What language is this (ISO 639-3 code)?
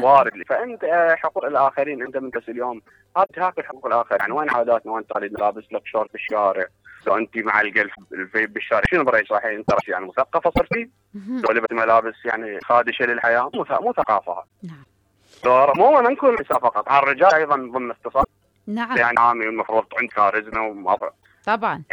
acm